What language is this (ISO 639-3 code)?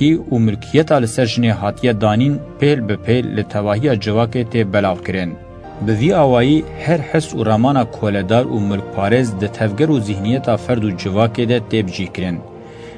kur